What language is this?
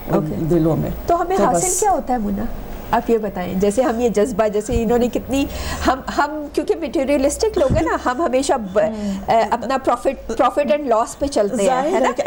Urdu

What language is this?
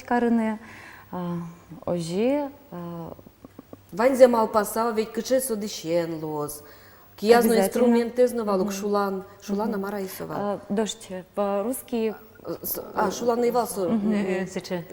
Udmurt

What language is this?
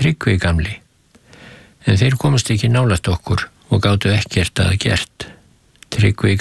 Icelandic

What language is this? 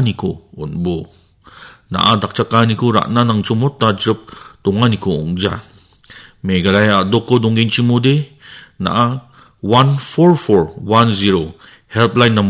Garo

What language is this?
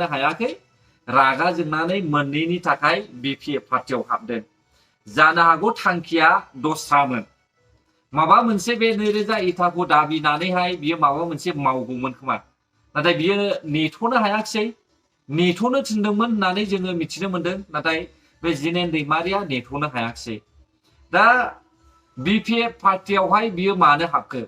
Bodo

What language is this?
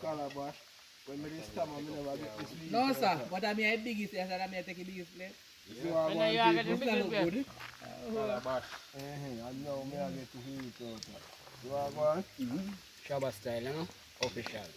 Jamaican Creole English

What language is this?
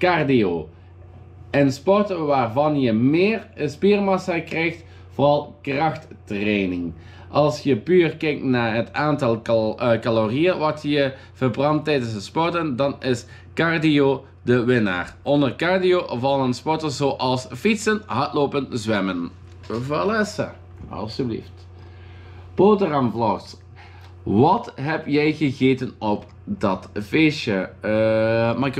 Dutch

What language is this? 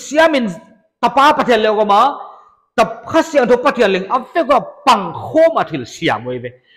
Paite Chin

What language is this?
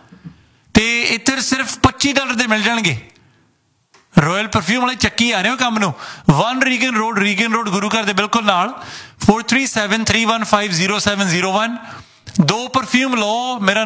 Punjabi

